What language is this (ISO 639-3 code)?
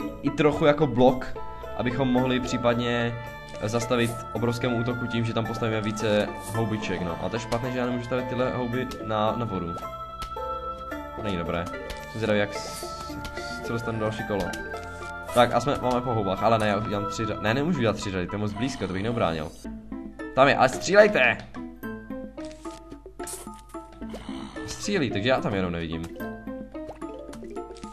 ces